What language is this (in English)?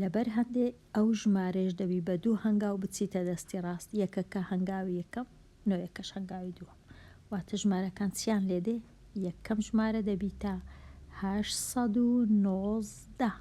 Central Kurdish